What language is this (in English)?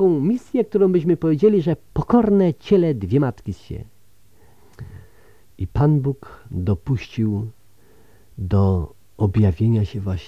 Polish